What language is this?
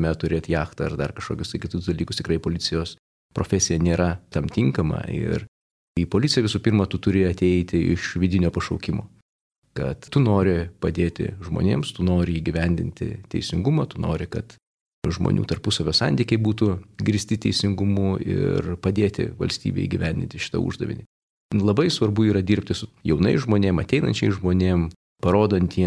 Lithuanian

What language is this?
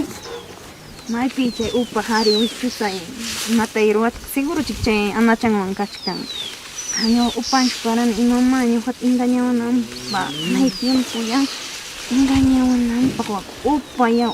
Ayacucho Quechua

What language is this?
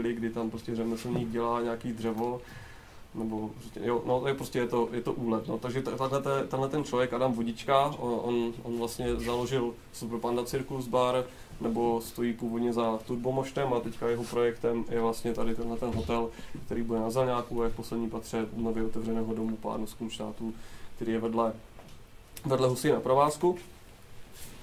Czech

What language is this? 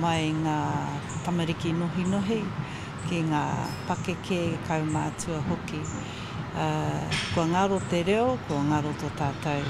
Māori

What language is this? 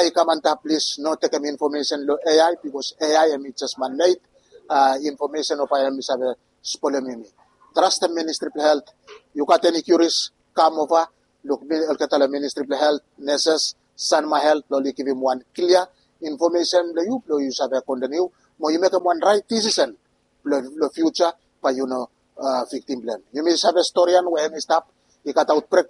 Bislama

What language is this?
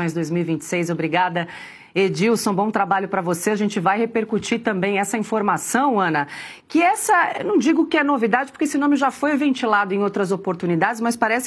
Portuguese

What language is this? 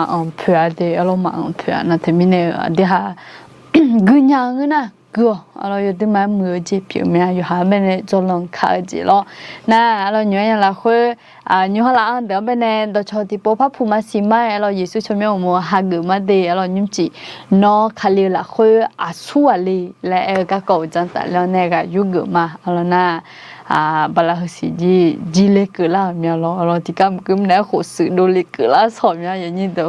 Akha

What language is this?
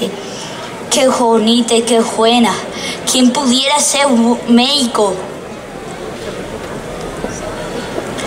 Spanish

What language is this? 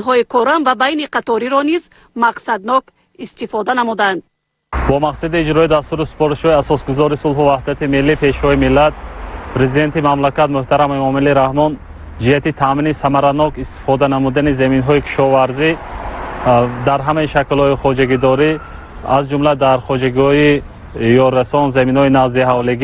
Tajik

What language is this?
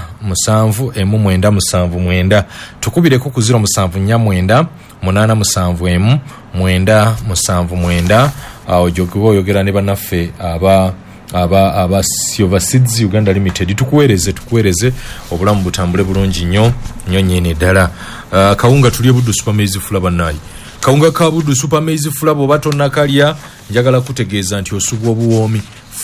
Ganda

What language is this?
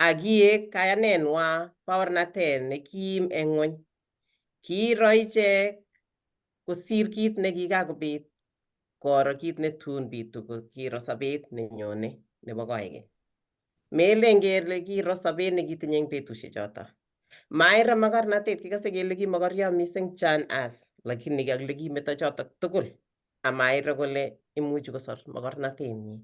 Kalenjin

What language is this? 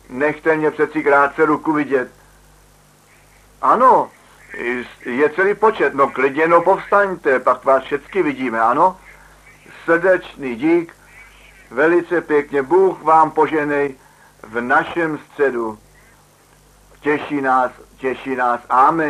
Czech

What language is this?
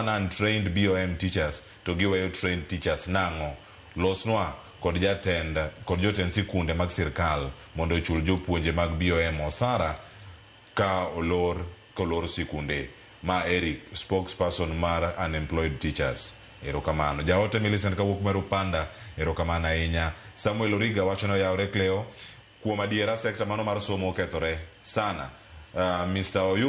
Luo (Kenya and Tanzania)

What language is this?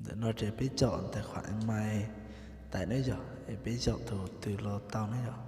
Hmong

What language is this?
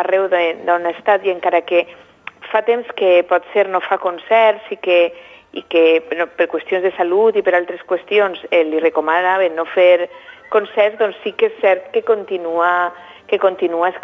Catalan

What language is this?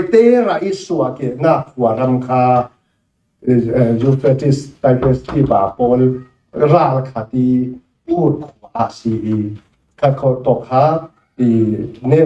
Falam Chin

